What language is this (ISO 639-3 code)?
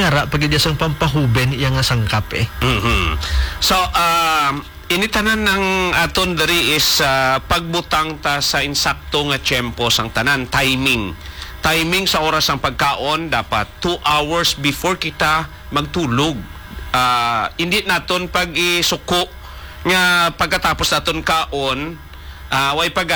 hil